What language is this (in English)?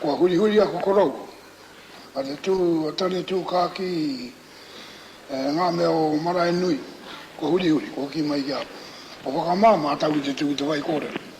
Māori